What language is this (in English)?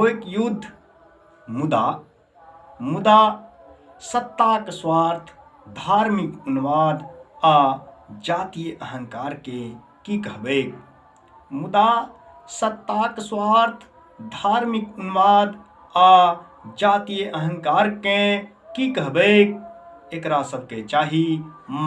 Maithili